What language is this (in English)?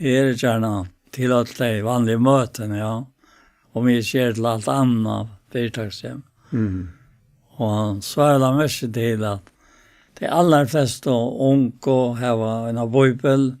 Faroese